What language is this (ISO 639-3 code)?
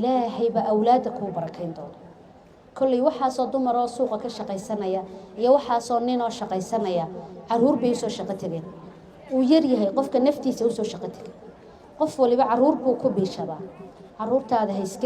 som